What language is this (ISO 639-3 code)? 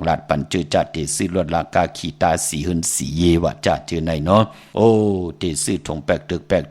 shn